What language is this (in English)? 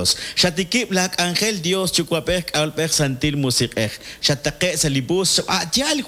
Kekchí